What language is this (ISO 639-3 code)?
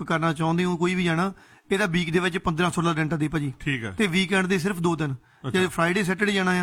pan